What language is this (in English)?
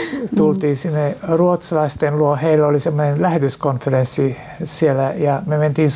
Finnish